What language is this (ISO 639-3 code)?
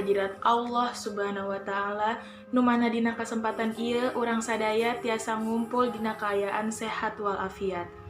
sun